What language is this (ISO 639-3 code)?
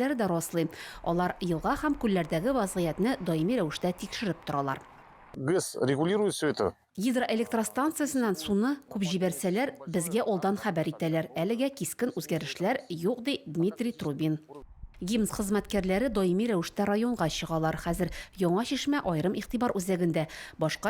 tat